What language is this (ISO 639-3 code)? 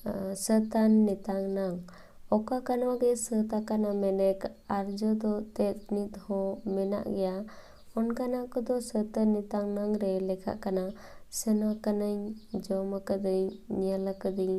sat